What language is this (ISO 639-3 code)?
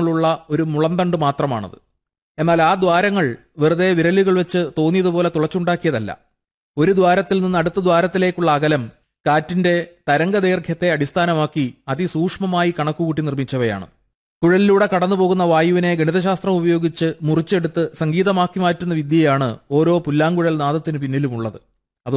mal